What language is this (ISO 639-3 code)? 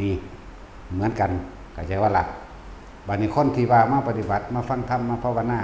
lao